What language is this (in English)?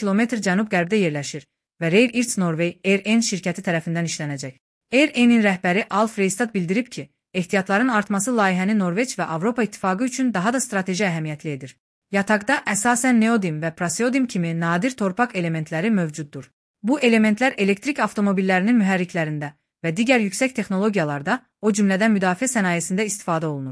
Azerbaijani